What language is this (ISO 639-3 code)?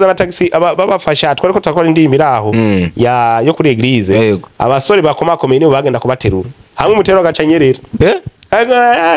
run